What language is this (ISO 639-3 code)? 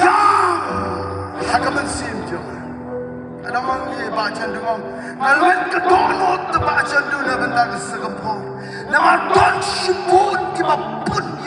kha